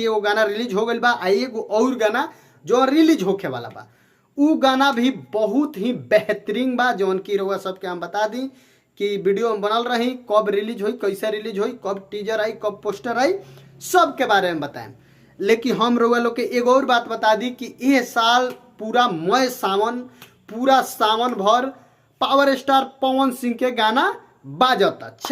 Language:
Bhojpuri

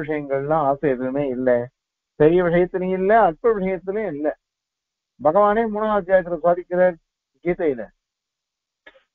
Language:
Tamil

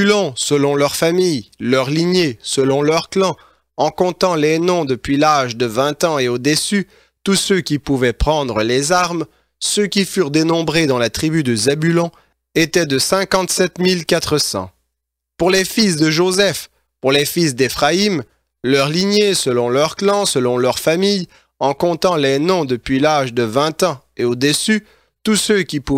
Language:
French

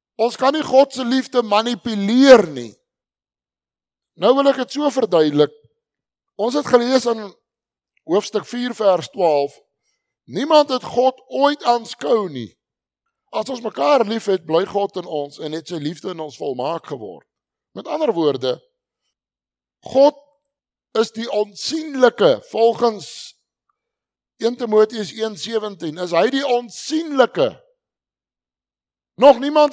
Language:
Afrikaans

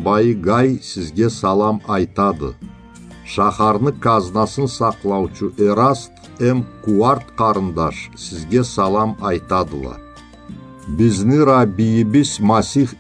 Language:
Karachay-Balkar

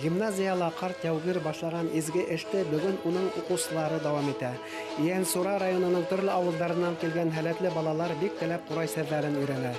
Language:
Bashkir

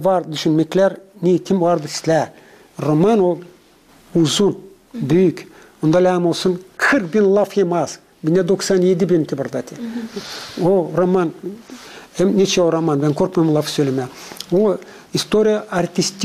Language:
Gagauz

